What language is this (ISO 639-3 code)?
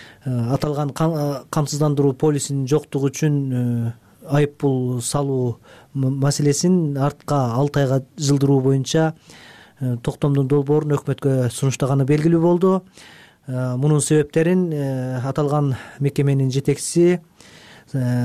kir